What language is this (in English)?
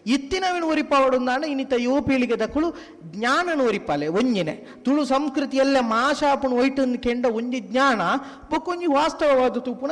Tulu